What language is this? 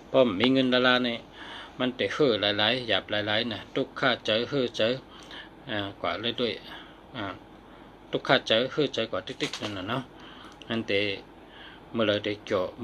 Shan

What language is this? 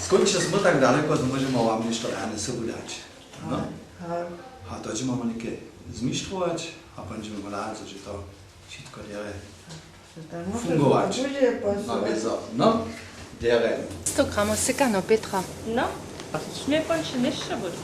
Upper Sorbian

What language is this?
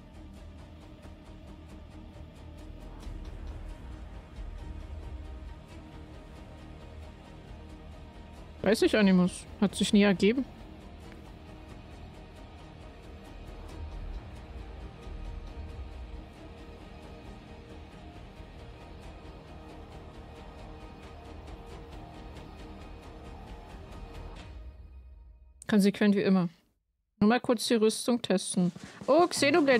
German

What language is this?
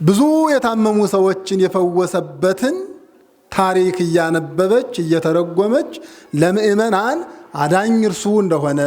Amharic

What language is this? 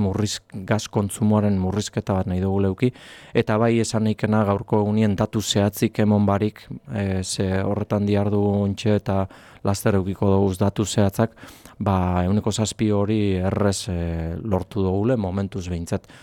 Basque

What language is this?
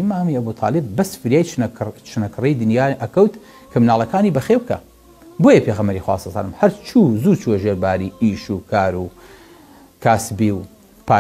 Central Kurdish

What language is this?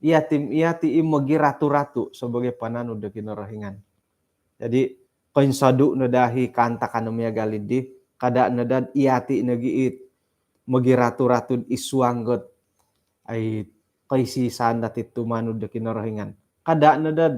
Central Dusun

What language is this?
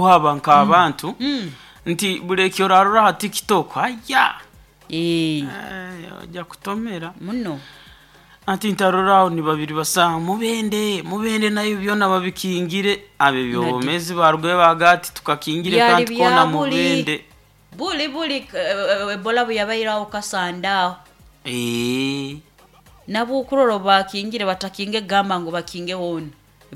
Nyoro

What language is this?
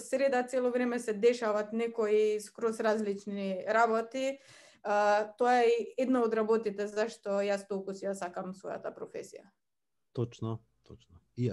Macedonian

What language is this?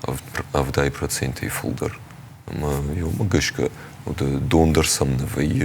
Ossetic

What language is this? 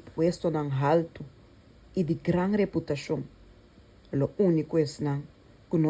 Papiamento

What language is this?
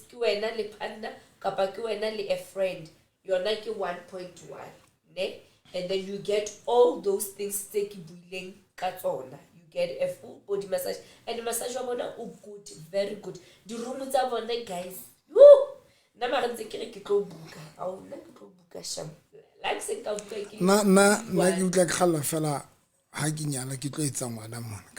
Southern Sotho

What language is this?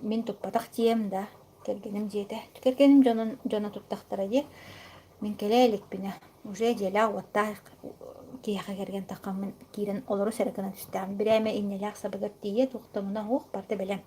Yakut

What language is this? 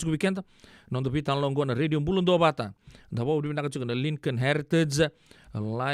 Fijian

